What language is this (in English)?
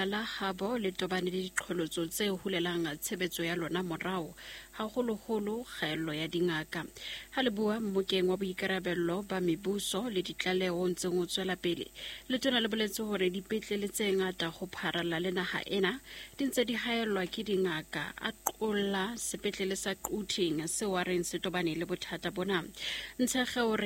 Southern Sotho